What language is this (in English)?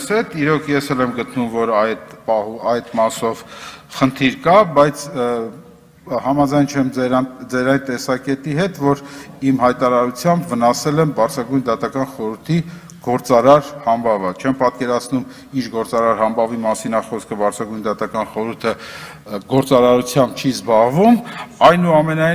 Armenian